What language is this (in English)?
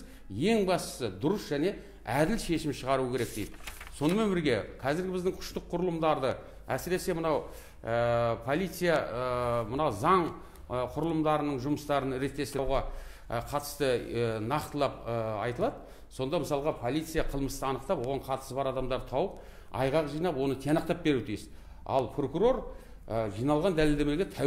Kazakh